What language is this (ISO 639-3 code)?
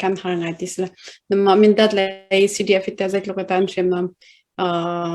cnh